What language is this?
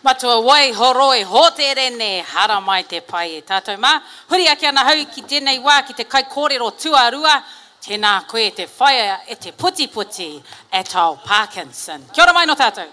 Māori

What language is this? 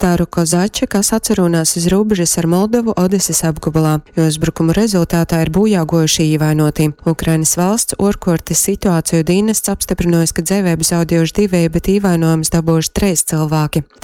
Latgalian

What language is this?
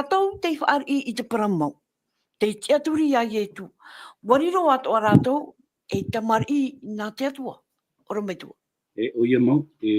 Tahitian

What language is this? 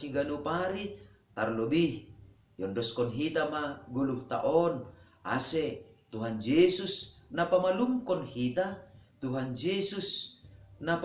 Batak Simalungun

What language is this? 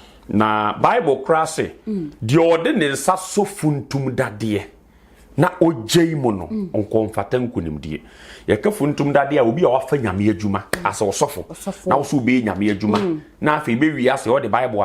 Akan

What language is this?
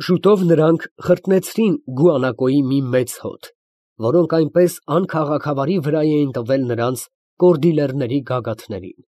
Armenian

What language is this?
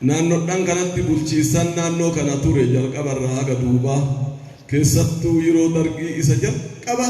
Oromo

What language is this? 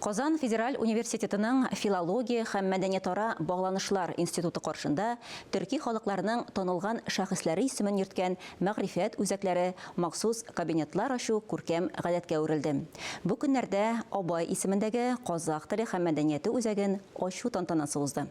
Tatar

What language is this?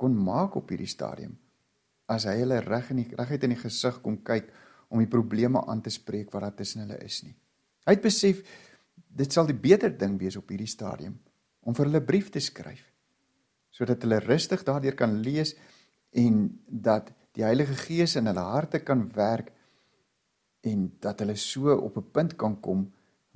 Afrikaans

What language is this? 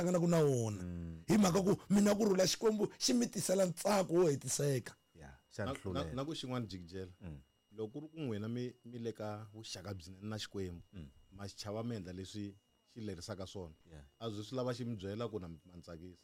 Tsonga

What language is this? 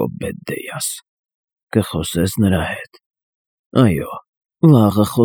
Armenian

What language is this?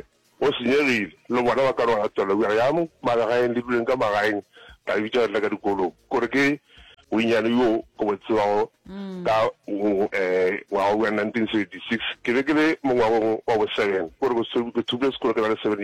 Northern Sotho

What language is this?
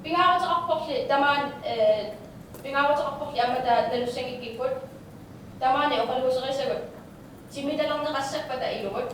Kalaallisut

